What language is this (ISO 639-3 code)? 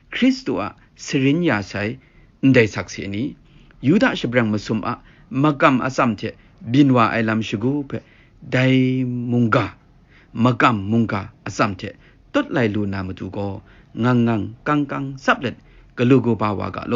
kac